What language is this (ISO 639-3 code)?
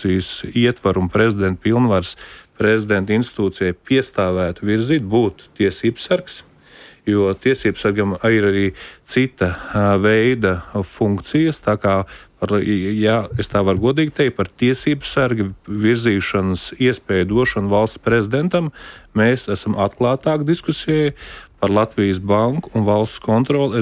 lav